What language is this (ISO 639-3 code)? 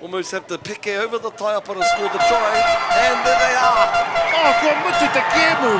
mri